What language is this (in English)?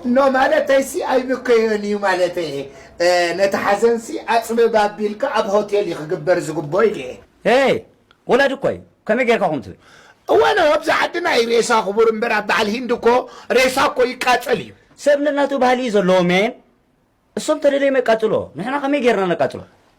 Tigrinya